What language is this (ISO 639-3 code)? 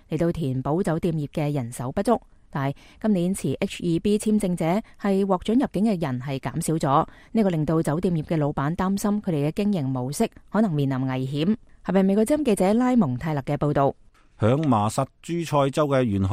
yue